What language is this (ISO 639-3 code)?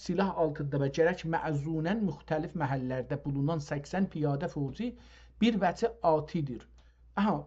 azb